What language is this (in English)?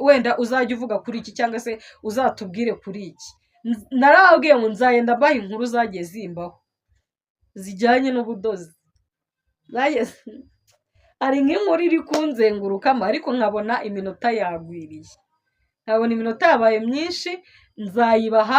Kinyarwanda